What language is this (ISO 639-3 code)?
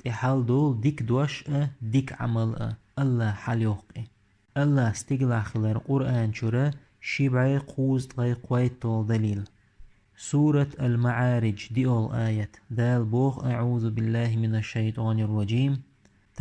che